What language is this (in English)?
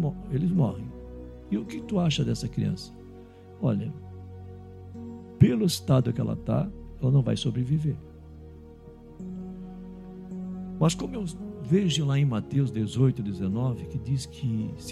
Portuguese